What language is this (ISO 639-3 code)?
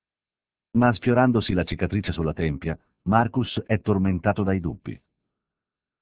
ita